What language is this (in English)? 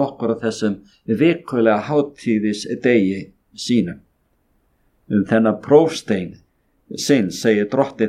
Icelandic